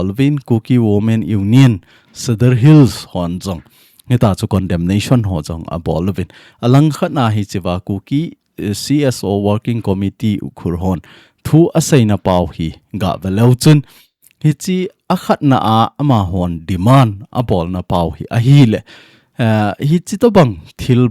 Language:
Thado Chin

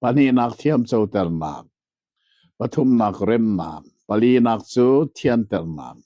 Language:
Hakha Chin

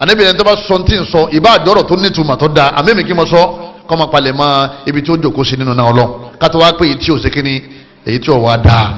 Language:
Yoruba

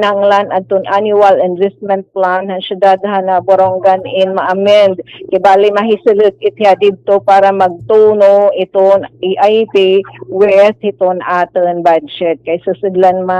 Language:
Waray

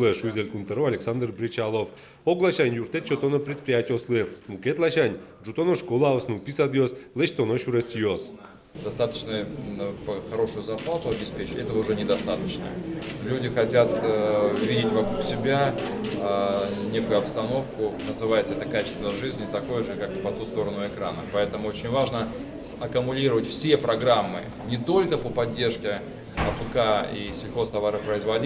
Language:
Udmurt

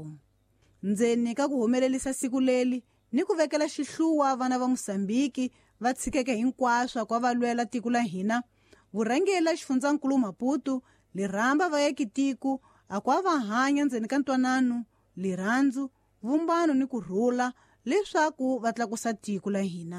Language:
Tsonga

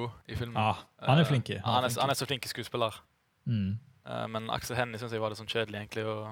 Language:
Norwegian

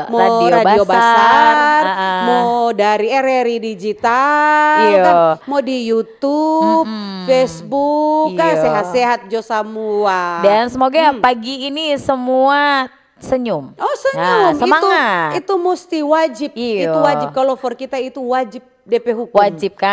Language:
Manado Malay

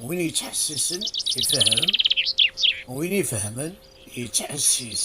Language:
Kabyle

